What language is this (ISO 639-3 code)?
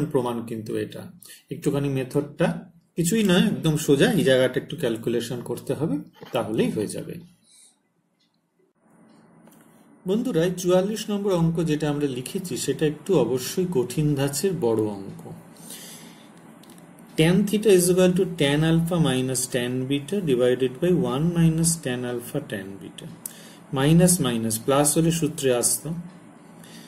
ben